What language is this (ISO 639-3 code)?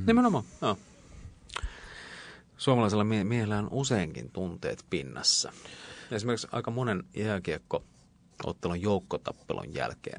fin